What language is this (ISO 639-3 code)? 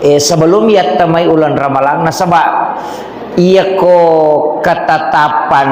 bug